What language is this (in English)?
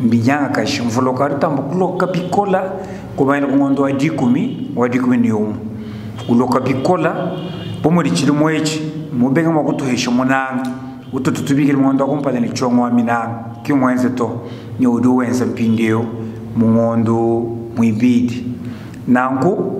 Luba-Lulua